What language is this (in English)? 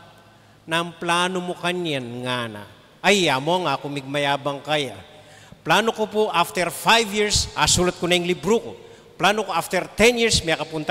Pampanga